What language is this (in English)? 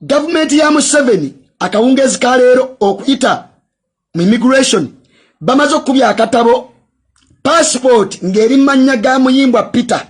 Ganda